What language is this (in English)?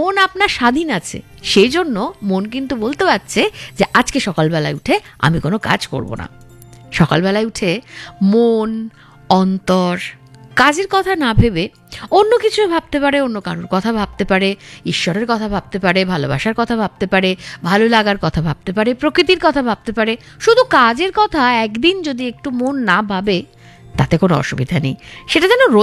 Bangla